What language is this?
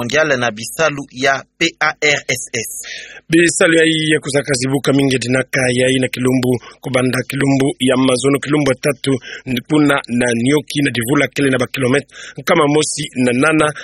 Kituba (Democratic Republic of Congo)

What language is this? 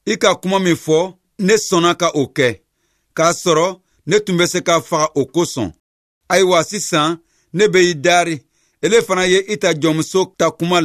Bambara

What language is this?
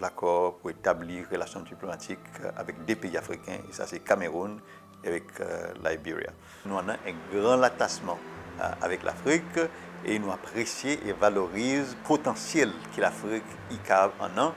Seselwa Creole French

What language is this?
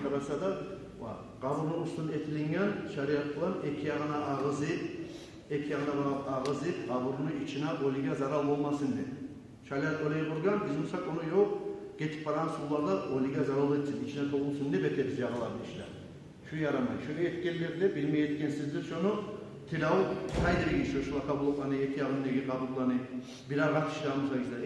Kumyk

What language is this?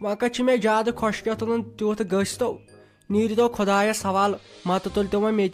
Kashmiri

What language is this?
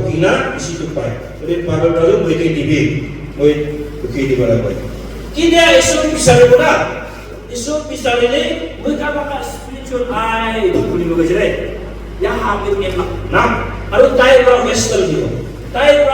Naga Pidgin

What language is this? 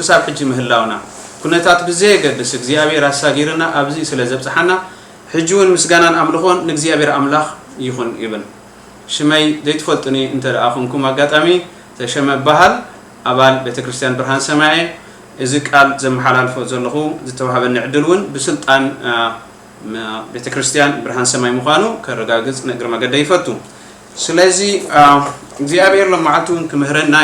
Tigrinya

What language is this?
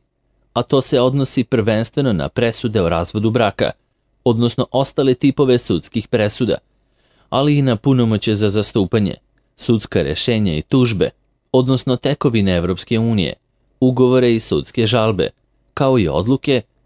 Serbian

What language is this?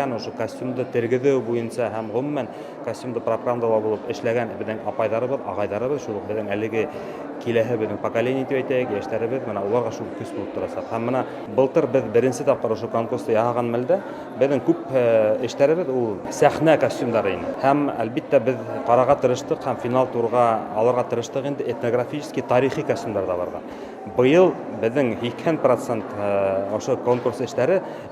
Bashkir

